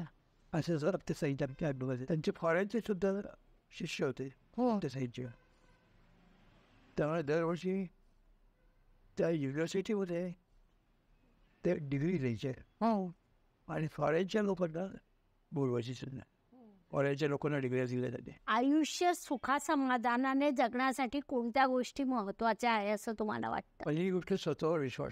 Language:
Marathi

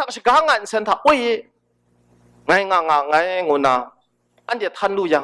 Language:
Kachin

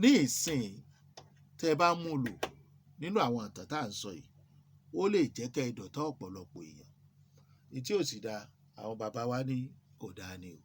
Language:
Yoruba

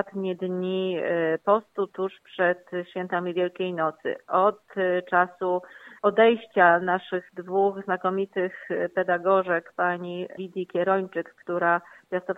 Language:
Polish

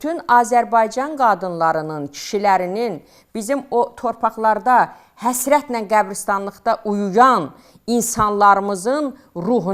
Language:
Azerbaijani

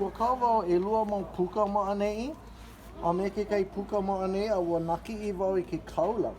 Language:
Hawaiian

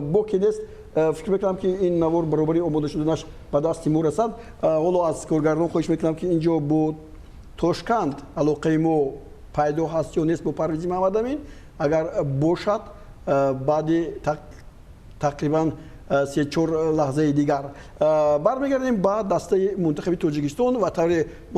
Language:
Tajik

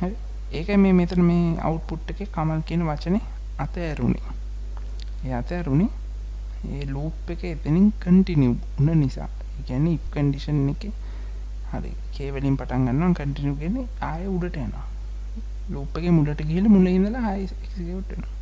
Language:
Sinhala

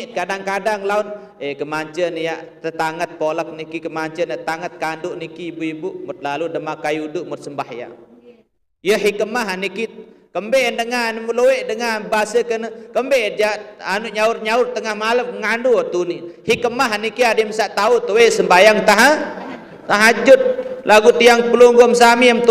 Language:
Sasak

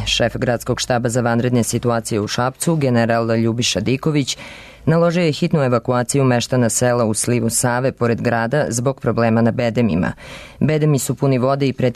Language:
Serbian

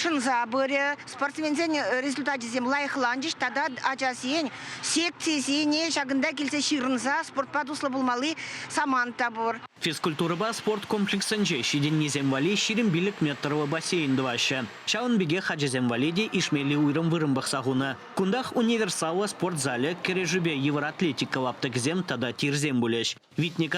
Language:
Chuvash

